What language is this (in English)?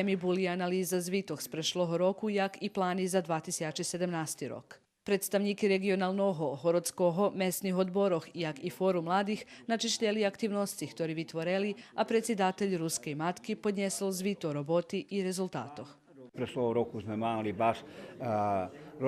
Rusyn